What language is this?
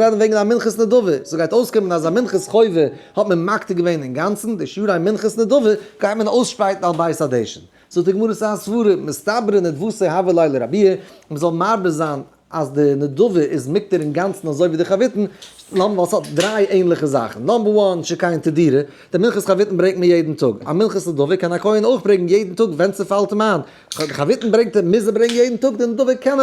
Yiddish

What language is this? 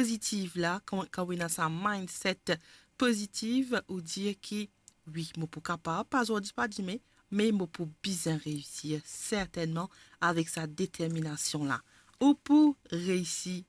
Morisyen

